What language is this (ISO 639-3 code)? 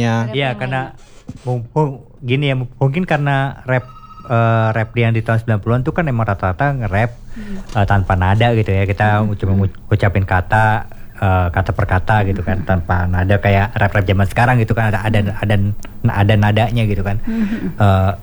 ind